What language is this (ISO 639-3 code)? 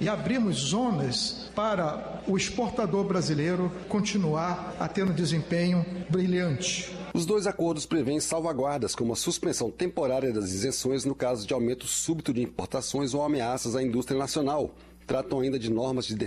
por